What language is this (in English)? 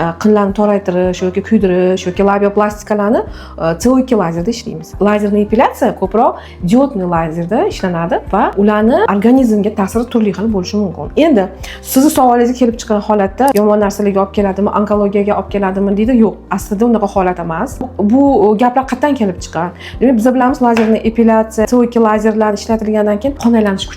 Uzbek